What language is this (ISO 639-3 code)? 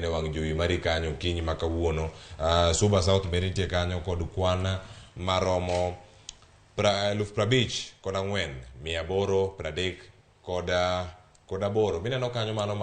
luo